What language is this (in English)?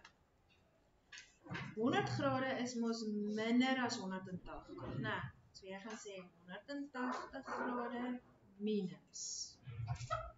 Afrikaans